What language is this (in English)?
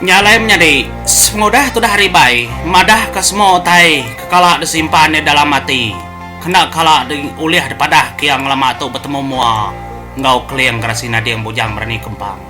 Iban